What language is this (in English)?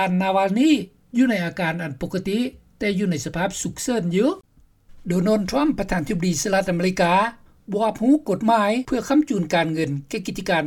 Lao